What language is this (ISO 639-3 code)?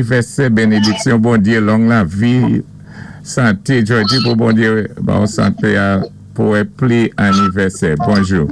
acf